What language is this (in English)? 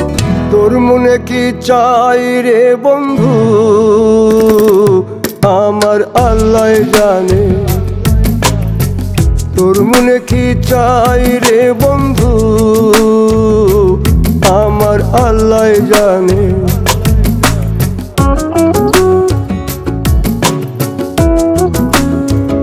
Bangla